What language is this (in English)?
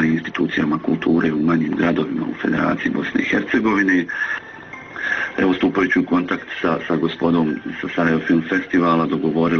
Bosnian